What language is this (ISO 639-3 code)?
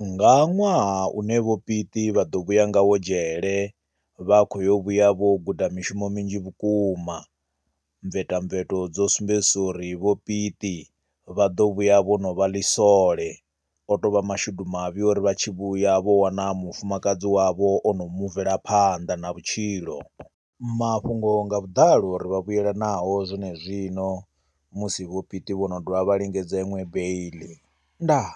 ven